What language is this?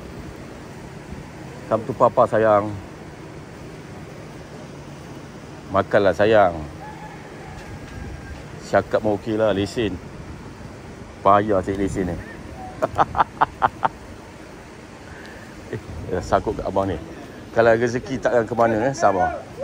Malay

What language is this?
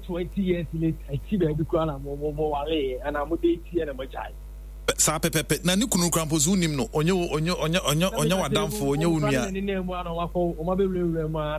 Akan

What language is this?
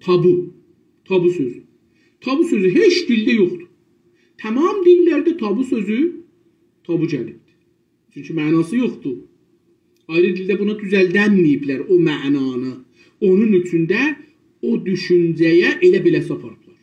South Azerbaijani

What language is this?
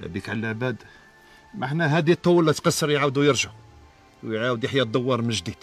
Algerian Arabic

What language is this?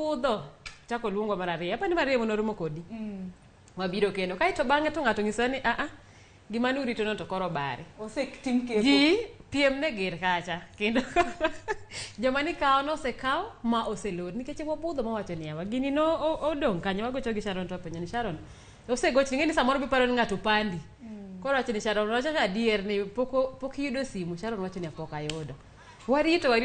Luo (Kenya and Tanzania)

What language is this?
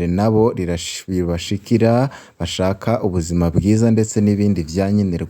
Rundi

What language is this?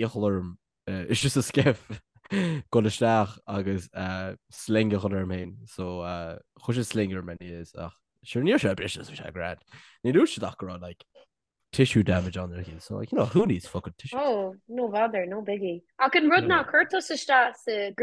Irish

